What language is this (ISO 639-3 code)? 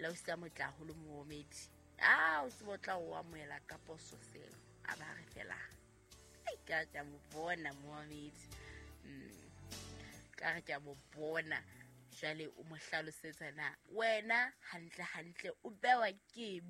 sot